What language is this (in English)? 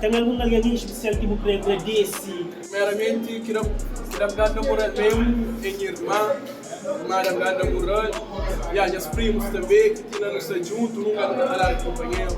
Kabuverdianu